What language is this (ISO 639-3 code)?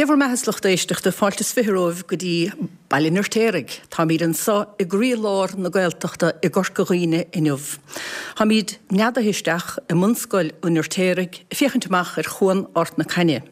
gle